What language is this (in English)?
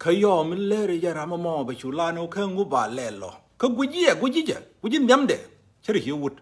Nuer